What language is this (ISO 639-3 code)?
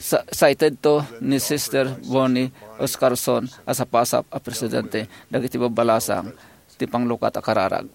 ilo